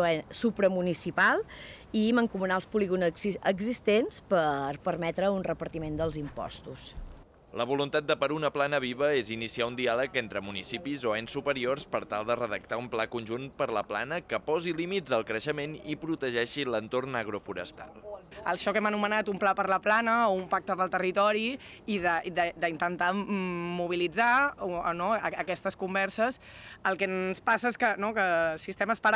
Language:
Catalan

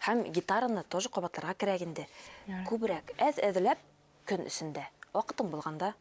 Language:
Bashkir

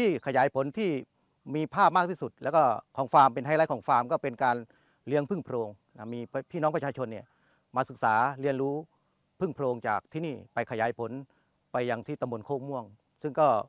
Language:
Thai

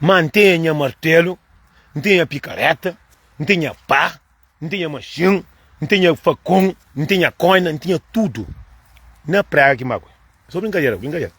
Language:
Kabuverdianu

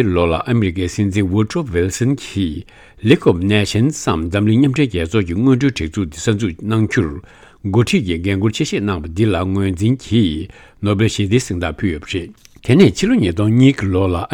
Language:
Tibetan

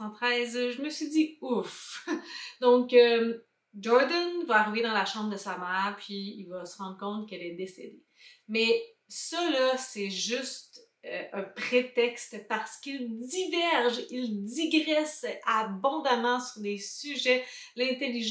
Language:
French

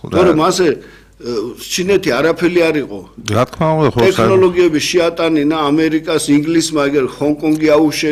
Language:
Georgian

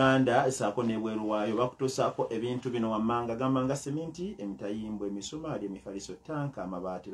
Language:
Ganda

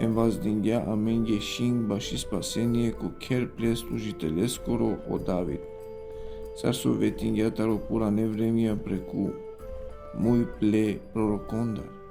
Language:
Balkan Romani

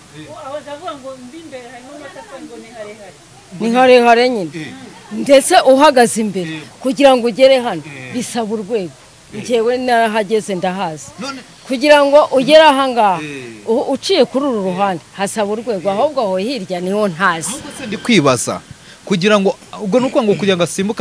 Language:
Kinyarwanda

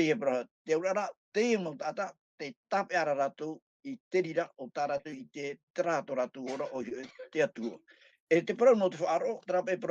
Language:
Tahitian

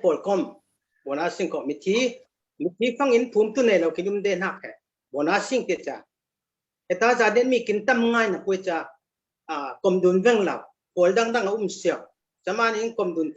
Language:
Falam Chin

